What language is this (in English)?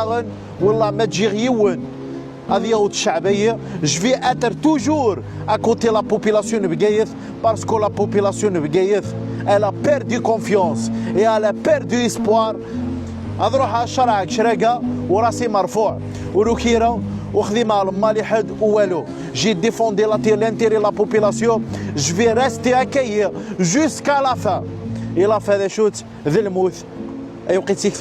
Kabyle